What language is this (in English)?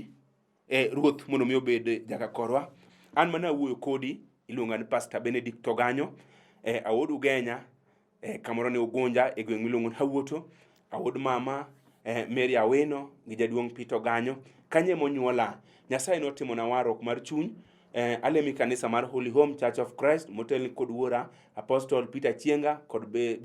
Luo (Kenya and Tanzania)